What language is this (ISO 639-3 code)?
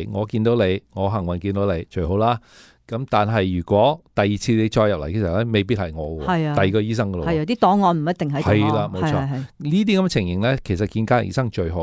yue